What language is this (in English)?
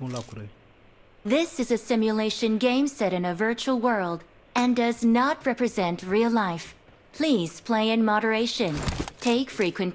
Kok Borok